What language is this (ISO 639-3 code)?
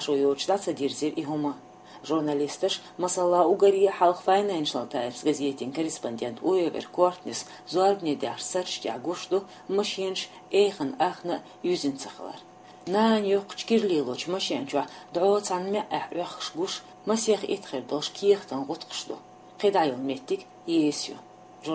che